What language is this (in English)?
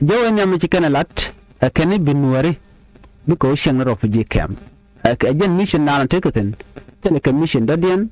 Nuer